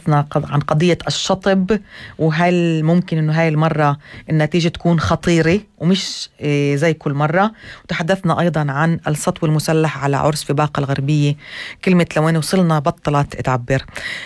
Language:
North Levantine Arabic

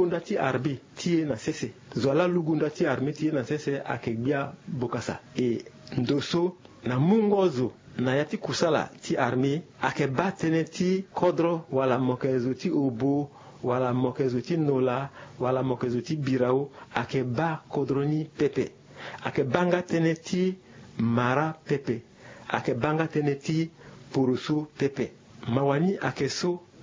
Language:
Sango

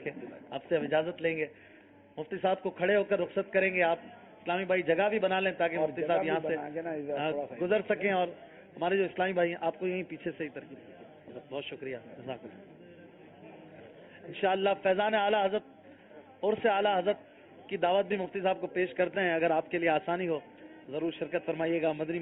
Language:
Urdu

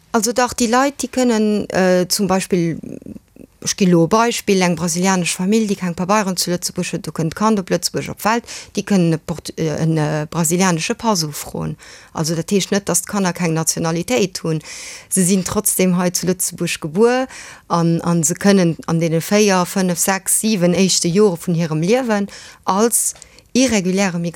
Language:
Luxembourgish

